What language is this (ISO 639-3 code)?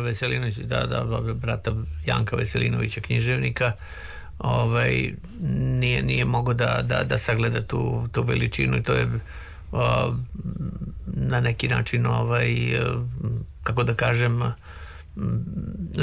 srp